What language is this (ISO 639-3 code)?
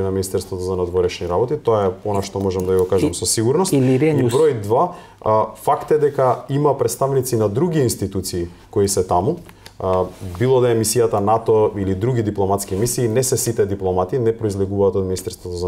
mkd